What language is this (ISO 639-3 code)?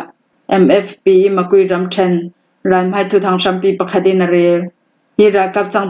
cfm